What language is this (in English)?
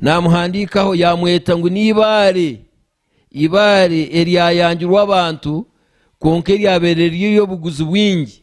Nyankole